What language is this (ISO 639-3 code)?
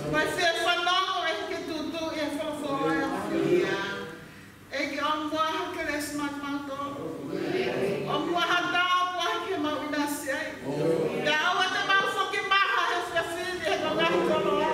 ton